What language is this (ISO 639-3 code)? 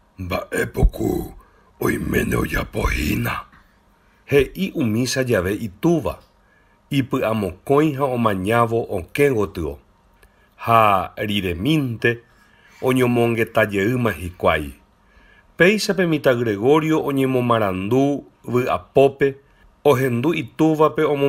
grn